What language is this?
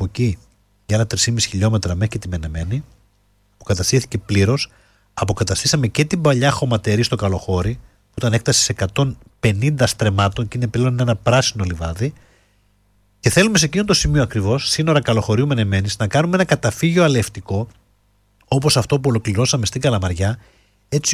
Greek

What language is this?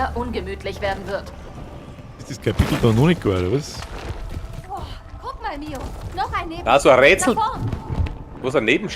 Bavarian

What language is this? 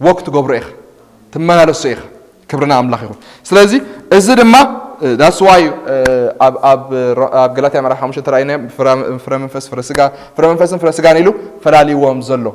Tigrinya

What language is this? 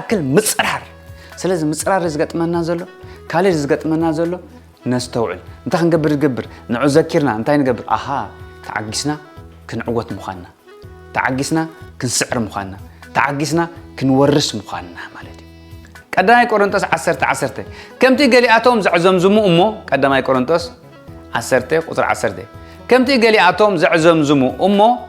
Tigrinya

